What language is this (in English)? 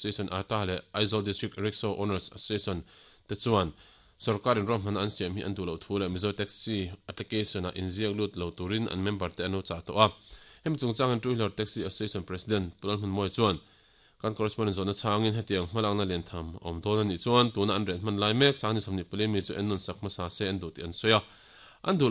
Mizo